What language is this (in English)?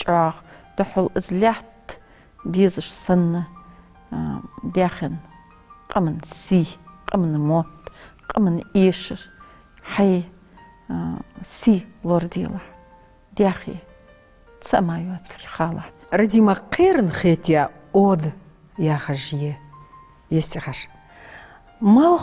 Ingush